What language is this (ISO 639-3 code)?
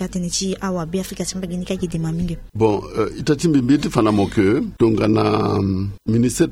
sag